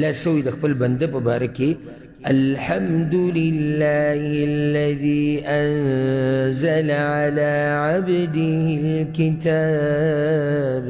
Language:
Pashto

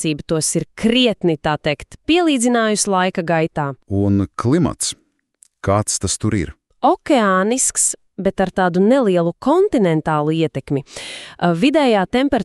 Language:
Latvian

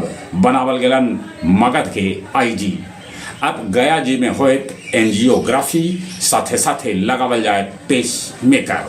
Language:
Magahi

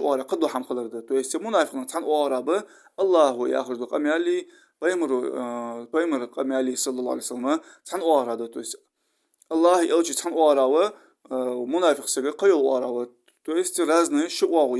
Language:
Ingush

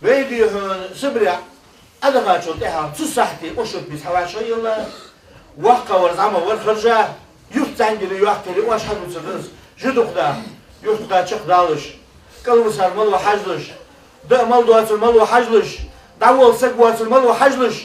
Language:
Ingush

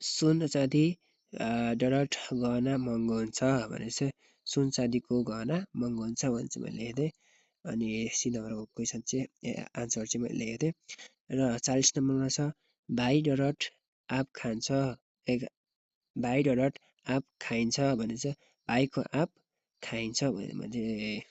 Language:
Nepali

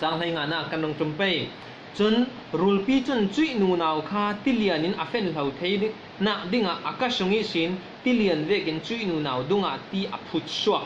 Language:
Falam Chin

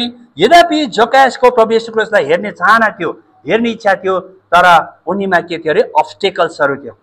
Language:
Nepali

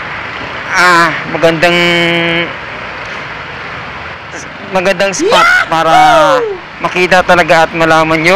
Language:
Filipino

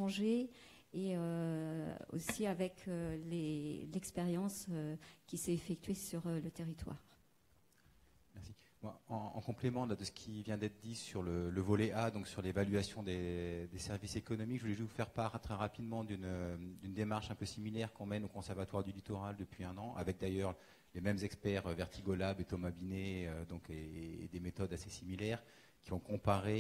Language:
French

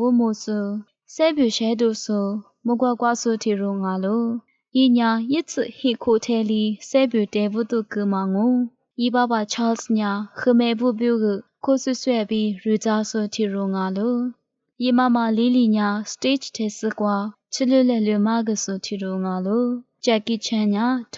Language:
Lisu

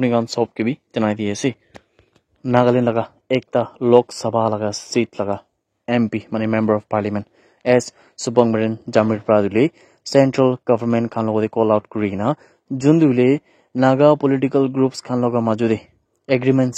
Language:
Naga Pidgin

